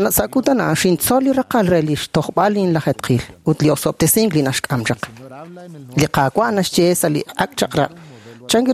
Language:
Kekchí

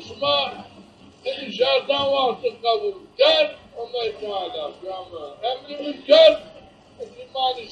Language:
Zaza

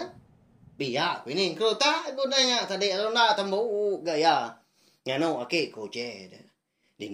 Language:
Iban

